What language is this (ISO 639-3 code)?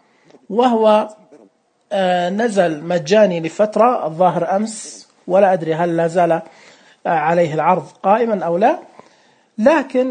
ars